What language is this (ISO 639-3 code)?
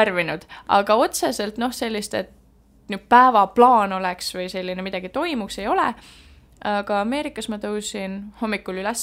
est